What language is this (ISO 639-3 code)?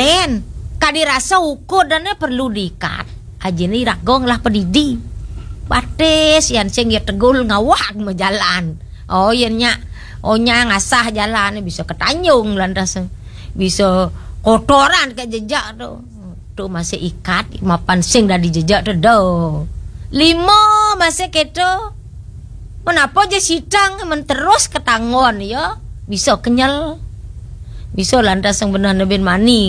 ban